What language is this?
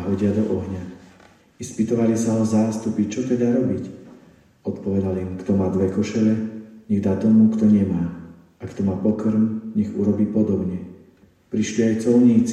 Slovak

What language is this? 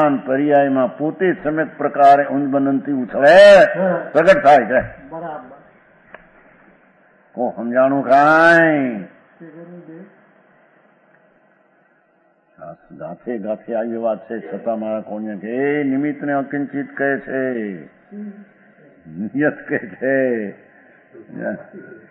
Gujarati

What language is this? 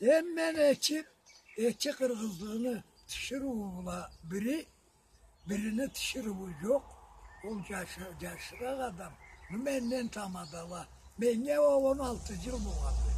Karachay-Balkar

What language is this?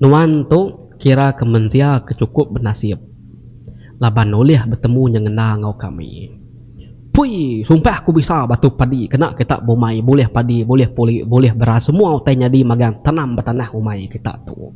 Iban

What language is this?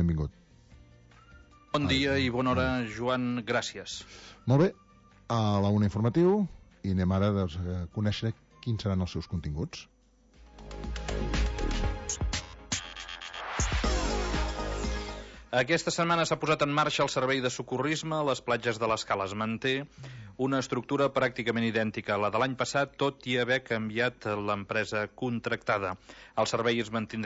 Catalan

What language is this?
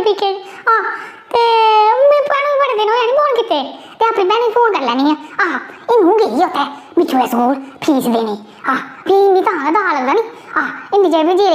Dogri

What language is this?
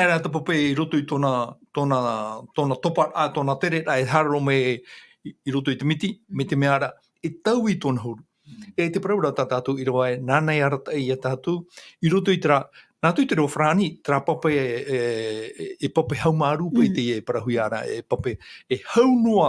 Tahitian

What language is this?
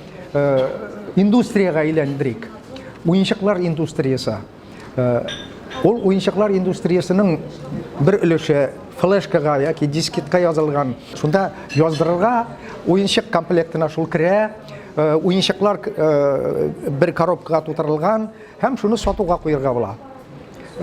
Tatar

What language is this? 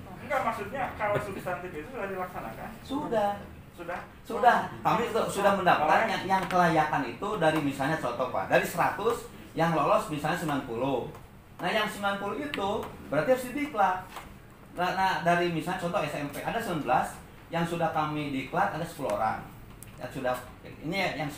Indonesian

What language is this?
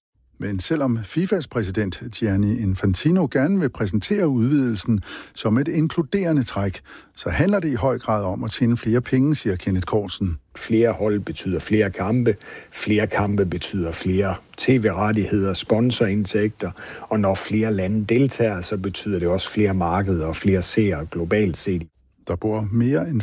Danish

